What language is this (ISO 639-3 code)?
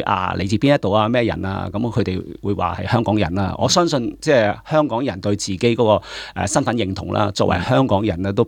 yue